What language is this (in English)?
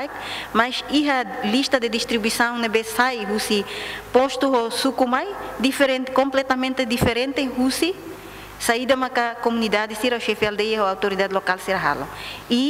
Tetum